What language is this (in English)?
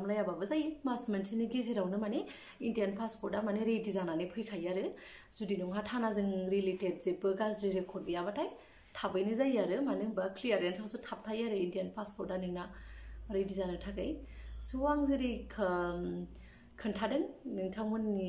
Bodo